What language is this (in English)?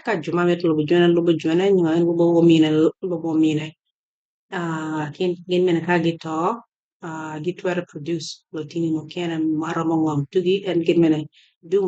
Acoli